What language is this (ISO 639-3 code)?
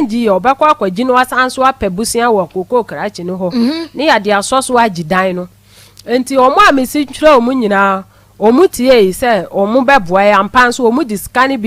aka